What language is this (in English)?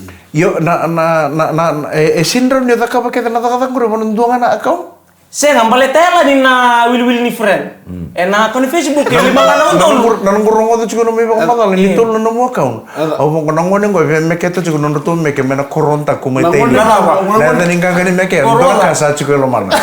Fijian